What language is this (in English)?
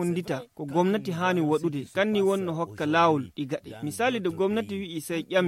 Nigerian Fulfulde